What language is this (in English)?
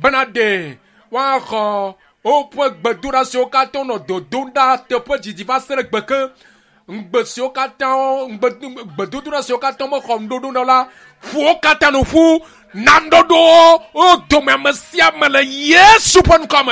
Ewe